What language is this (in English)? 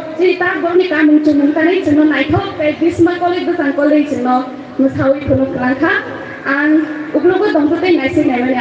Kok Borok